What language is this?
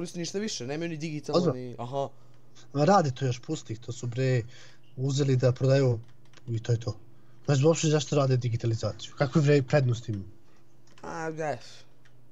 Serbian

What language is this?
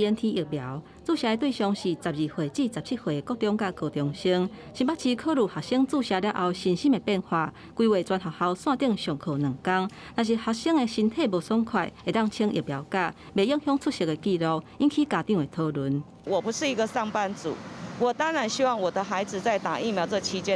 Min Nan Chinese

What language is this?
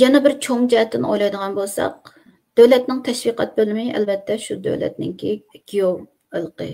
Uyghur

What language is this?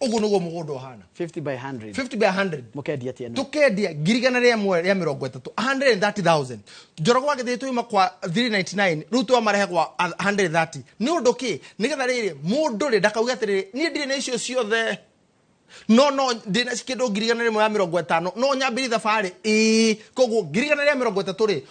Kikuyu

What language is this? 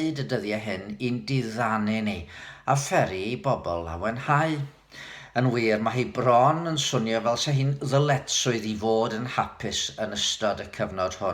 Welsh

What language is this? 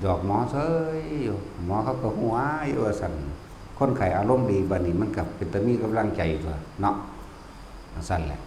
Northeastern Thai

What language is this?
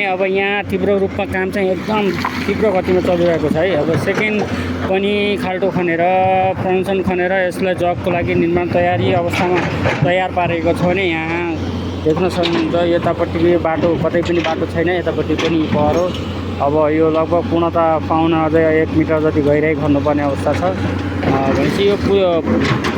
Nepali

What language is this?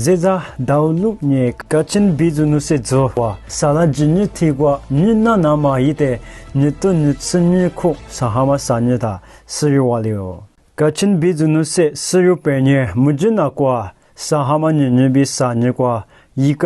Lisu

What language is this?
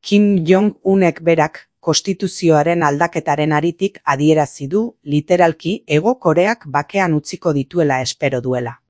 Basque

